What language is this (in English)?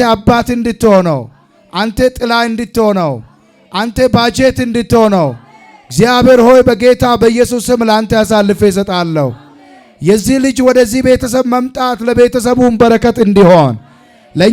Amharic